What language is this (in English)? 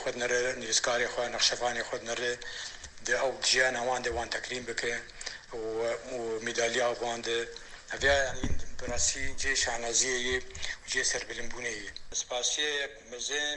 Kurdish